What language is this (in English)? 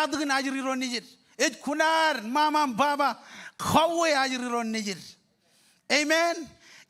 Marshallese